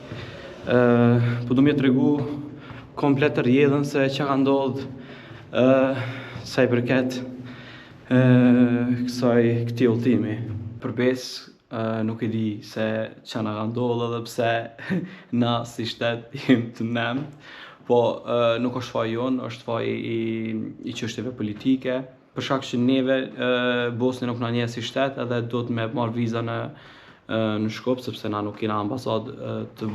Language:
Albanian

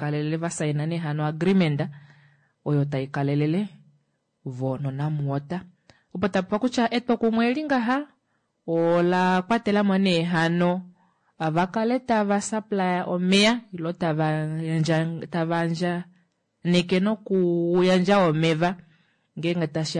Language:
Kuanyama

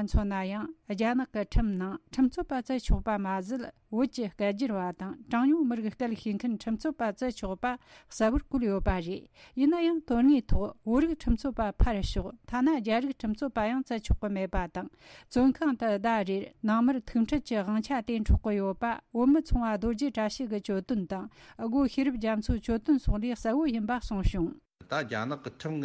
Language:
Tibetan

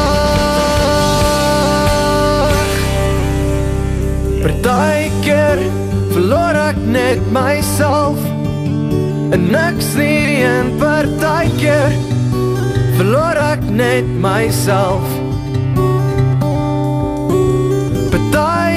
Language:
Afrikaans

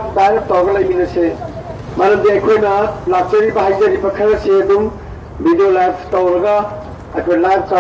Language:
Manipuri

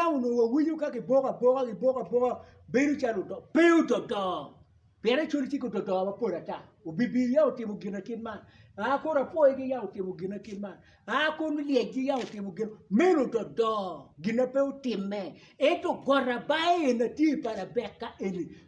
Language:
Acoli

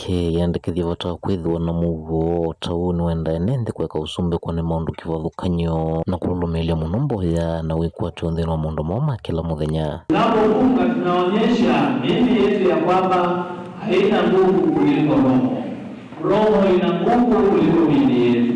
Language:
Kamba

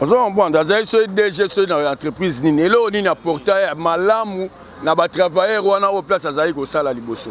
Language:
Lingala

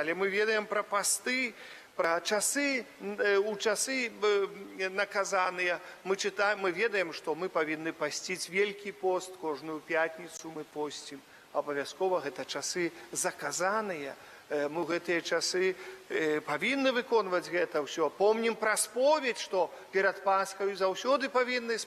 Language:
Belarusian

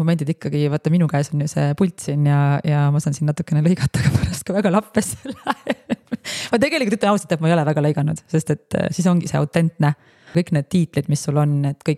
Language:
Estonian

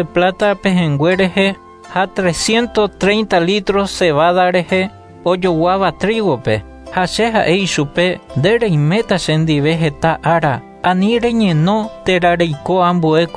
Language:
Guarani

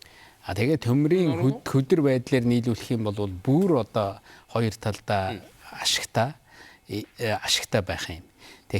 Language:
Mongolian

